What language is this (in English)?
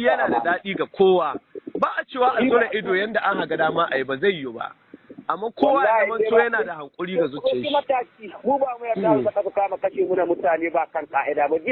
Hausa